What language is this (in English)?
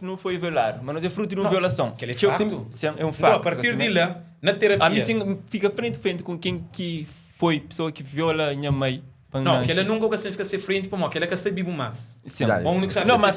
Kabuverdianu